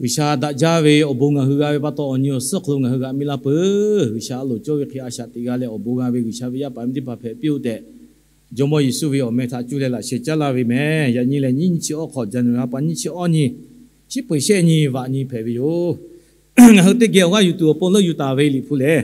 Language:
Lahu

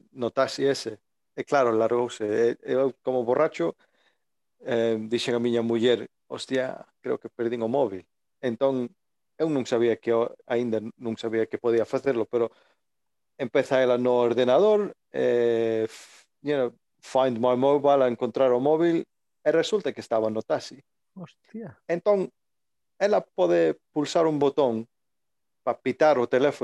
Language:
Galician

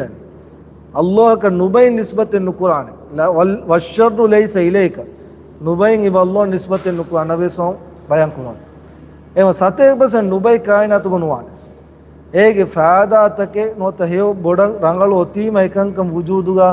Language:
Divehi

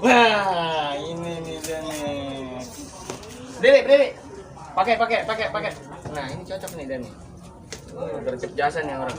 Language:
Betawi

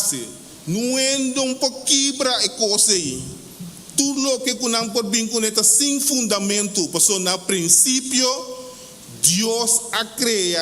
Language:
Papiamento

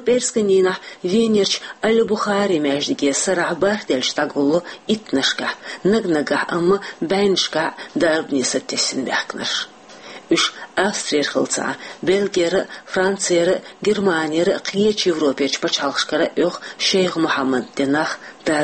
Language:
Chechen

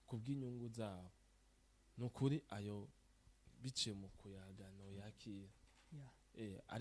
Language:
Rundi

